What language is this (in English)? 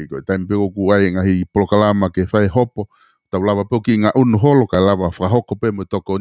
Tongan